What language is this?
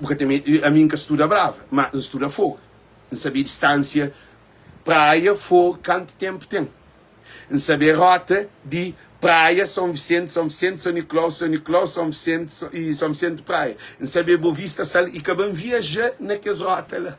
Kabuverdianu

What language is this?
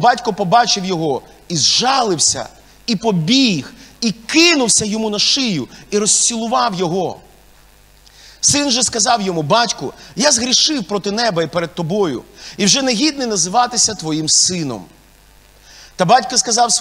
Ukrainian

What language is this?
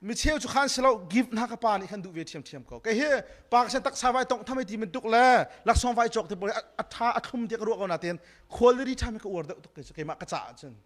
Hakha Chin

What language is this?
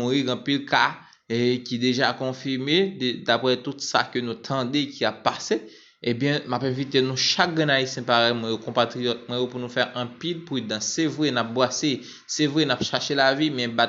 Haitian Creole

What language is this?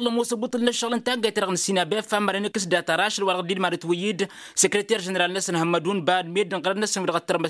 Tamasheq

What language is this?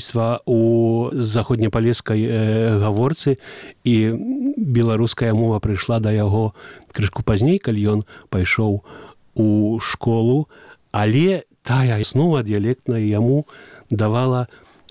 Belarusian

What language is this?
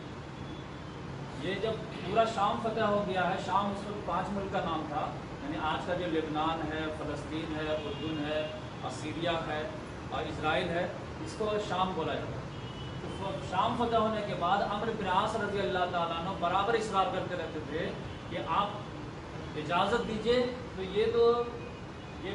Urdu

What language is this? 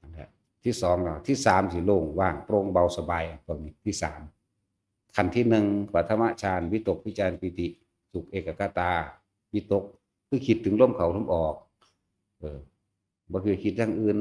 Northeastern Thai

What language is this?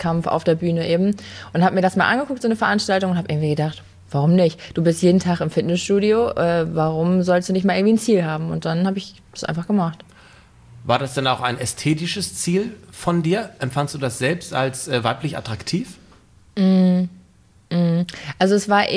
German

